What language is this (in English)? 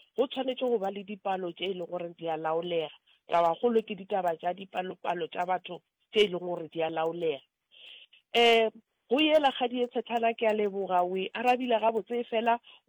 Northern Sotho